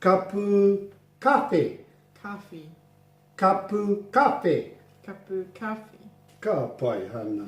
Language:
Māori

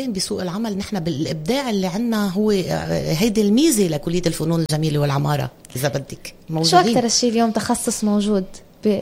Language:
North Levantine Arabic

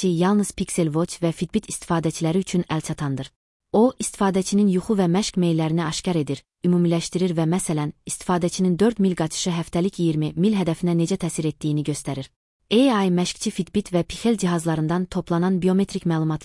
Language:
Azerbaijani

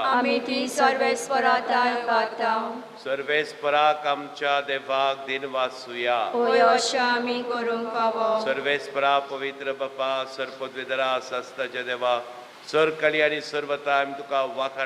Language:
Konkani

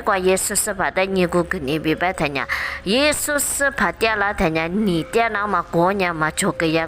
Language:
Lisu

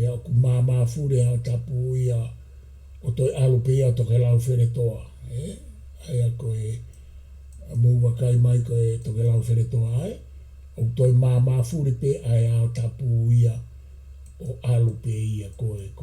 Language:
Tongan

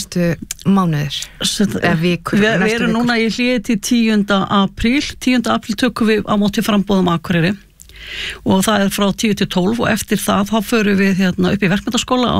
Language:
Icelandic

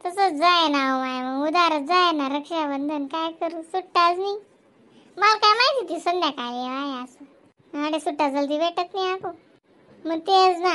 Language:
Khandesi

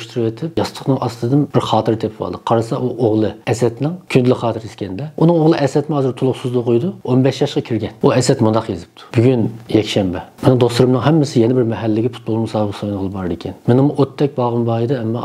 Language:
Uyghur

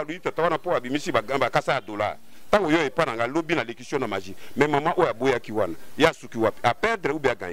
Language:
Lingala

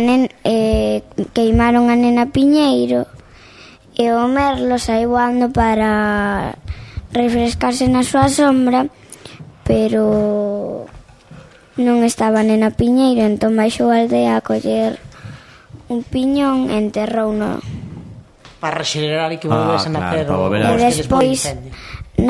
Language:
Galician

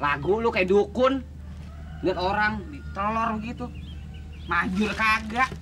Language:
Betawi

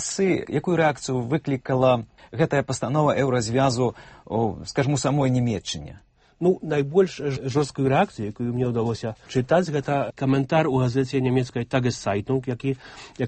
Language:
Belarusian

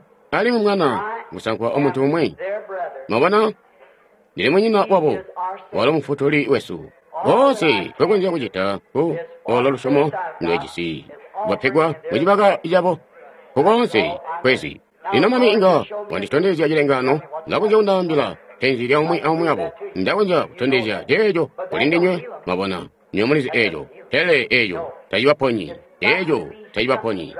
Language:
Tonga (Zambia)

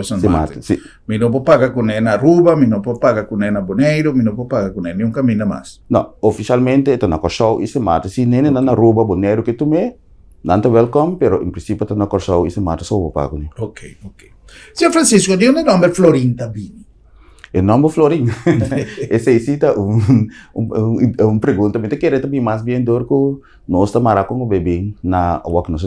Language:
Papiamento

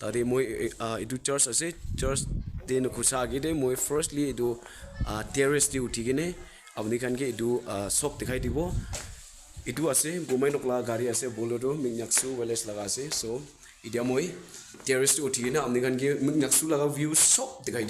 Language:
Naga Pidgin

